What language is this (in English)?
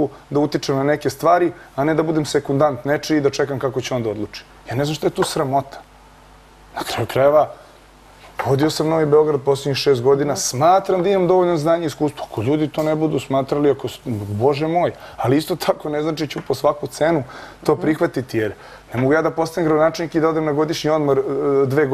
Serbian